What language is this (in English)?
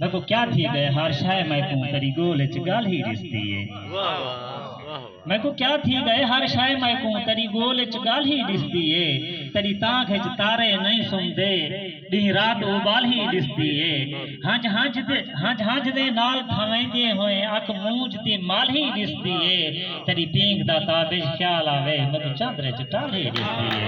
Saraiki